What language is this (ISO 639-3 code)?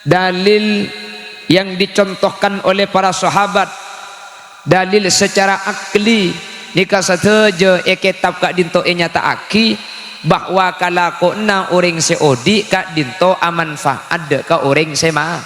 mad